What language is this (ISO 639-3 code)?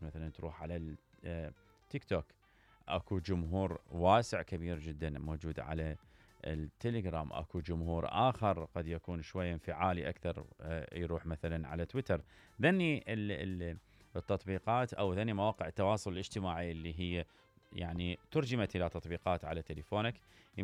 acm